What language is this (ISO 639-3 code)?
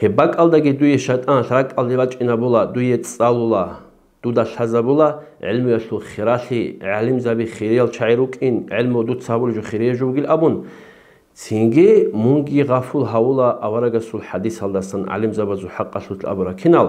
ava